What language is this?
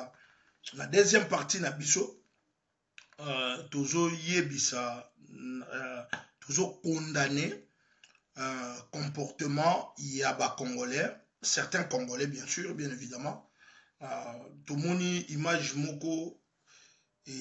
Lingala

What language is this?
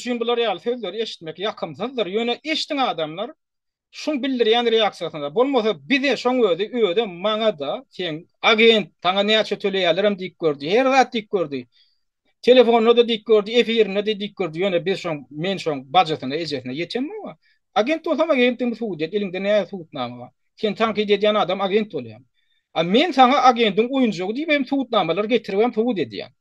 Turkmen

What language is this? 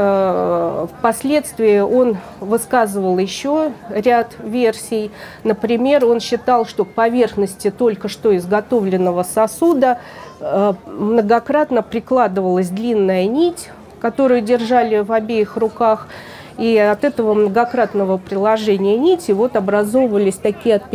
Russian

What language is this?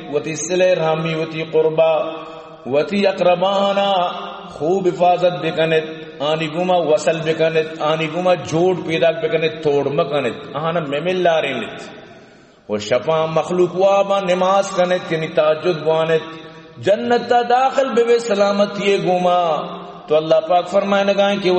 Eastern Balochi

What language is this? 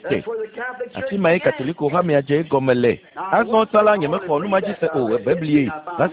Ewe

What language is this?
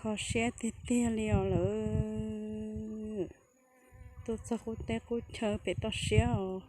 Hmong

